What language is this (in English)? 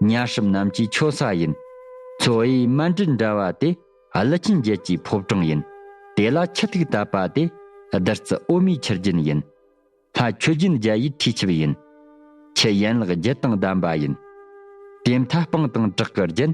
Tibetan